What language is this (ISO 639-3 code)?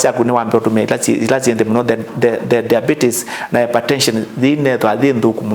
kam